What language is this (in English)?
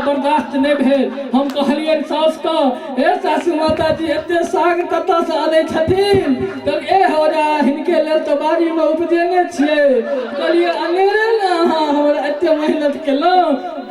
Maithili